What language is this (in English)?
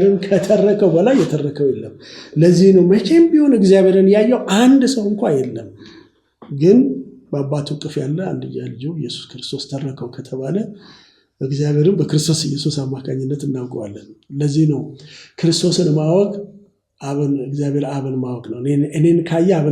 Amharic